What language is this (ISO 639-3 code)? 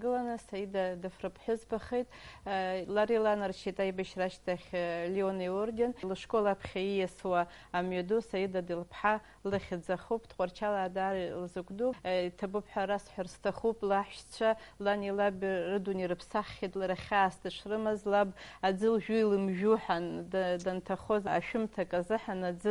abk